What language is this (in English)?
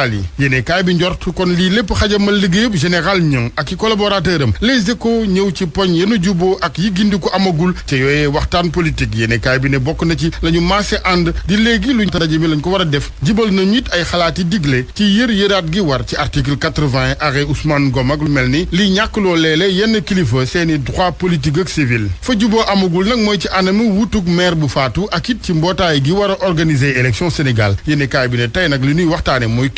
Wolof